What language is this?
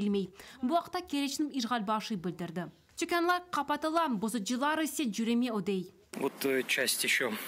Crimean Tatar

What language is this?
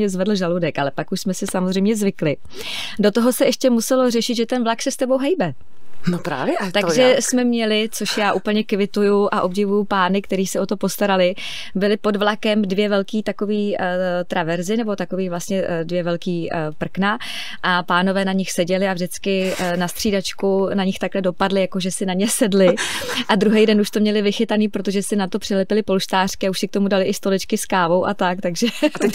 Czech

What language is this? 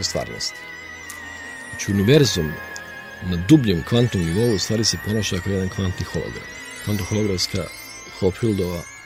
Serbian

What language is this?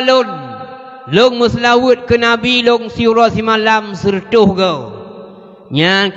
Achinese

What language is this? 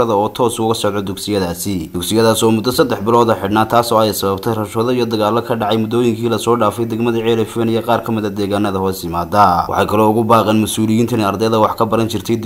Somali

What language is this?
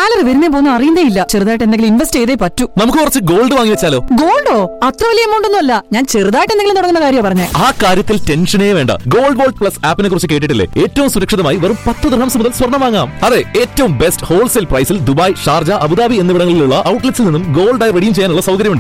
Malayalam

